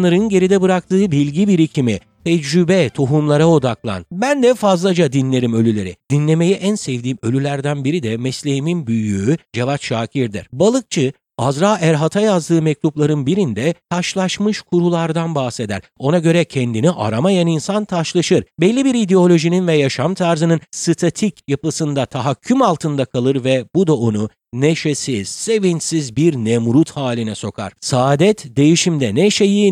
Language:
Turkish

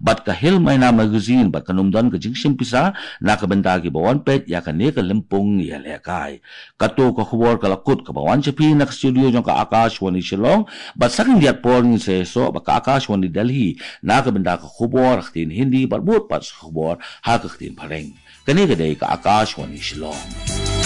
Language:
Khasi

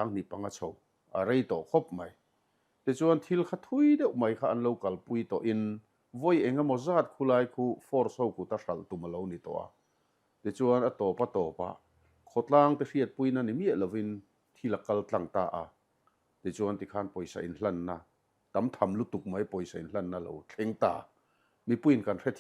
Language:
Mizo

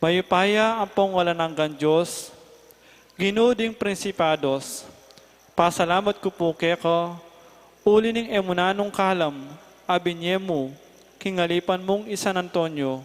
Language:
Pampanga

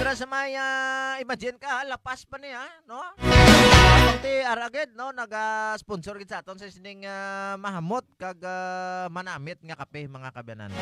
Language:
Hiligaynon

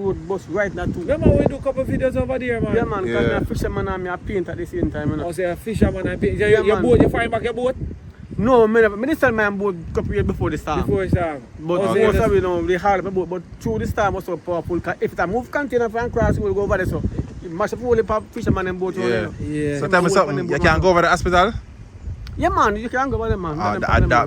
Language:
Jamaican Creole English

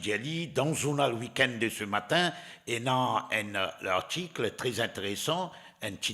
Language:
Morisyen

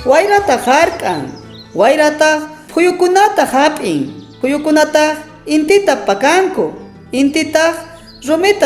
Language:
South Bolivian Quechua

